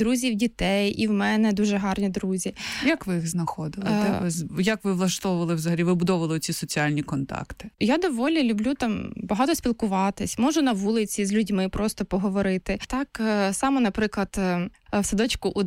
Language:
Ukrainian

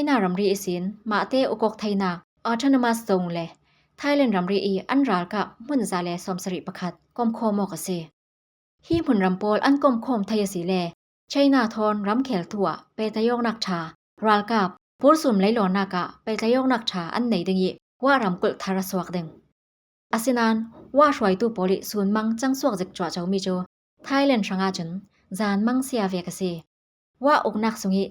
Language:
Falam Chin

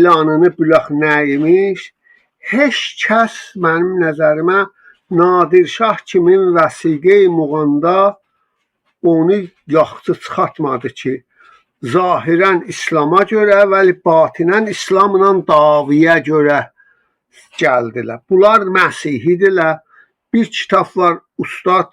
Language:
South Azerbaijani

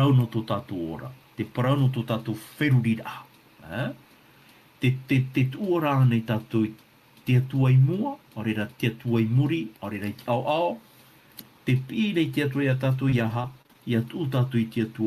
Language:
Tahitian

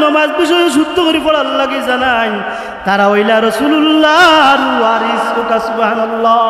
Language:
Sylheti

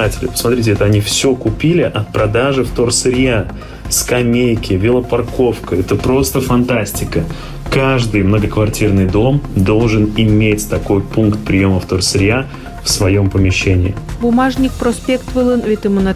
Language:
Komi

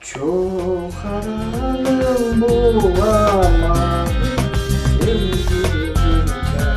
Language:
Crimean Tatar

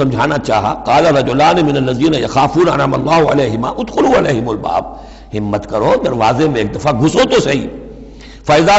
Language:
Urdu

